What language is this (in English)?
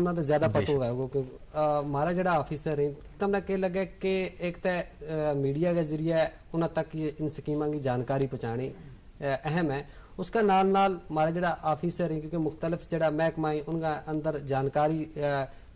Gujari